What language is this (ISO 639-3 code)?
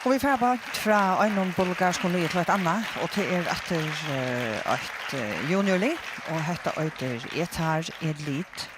fao